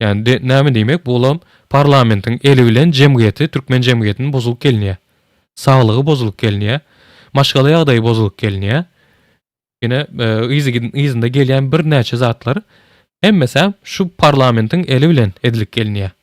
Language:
Turkmen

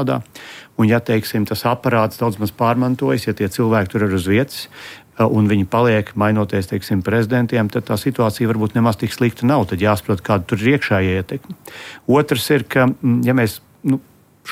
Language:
Latvian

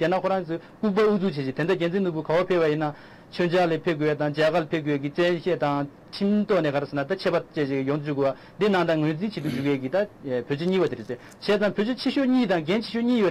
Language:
Tibetan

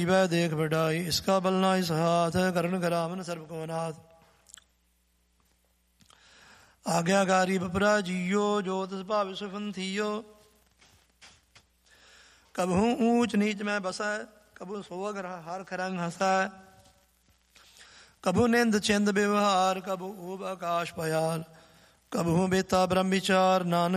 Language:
Punjabi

